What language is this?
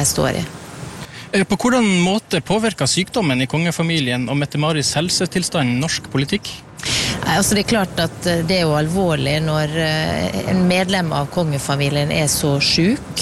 Norwegian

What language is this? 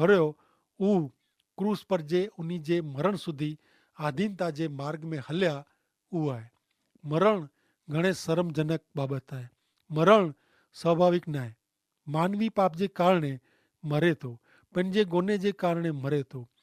Kachhi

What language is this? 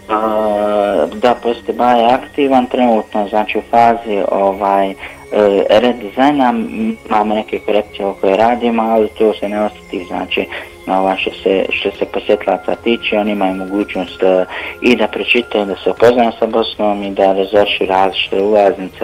Bosnian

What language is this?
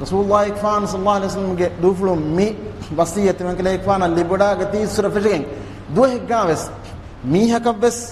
Divehi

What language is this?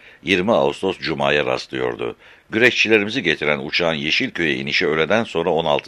Turkish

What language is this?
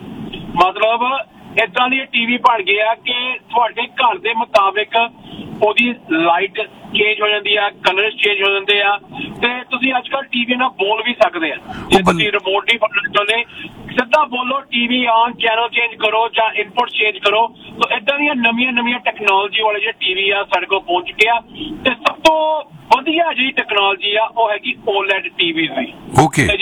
Punjabi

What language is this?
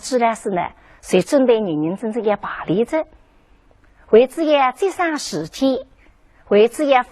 Wu Chinese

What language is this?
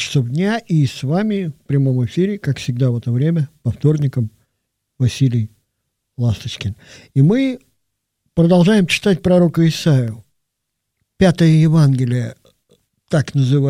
Russian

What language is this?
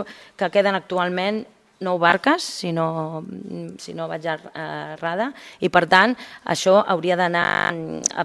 Catalan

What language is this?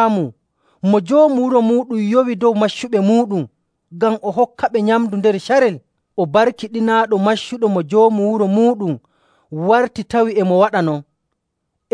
Nigerian Fulfulde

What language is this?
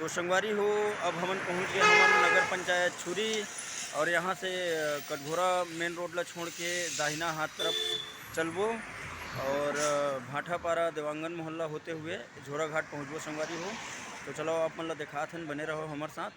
Chhattisgarhi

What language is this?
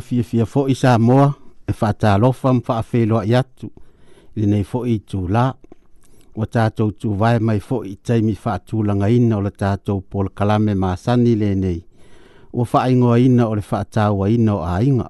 Samoan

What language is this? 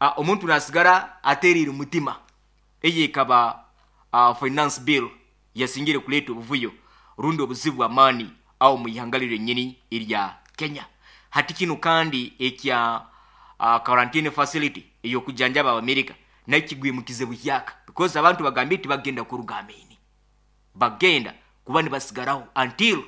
Nyoro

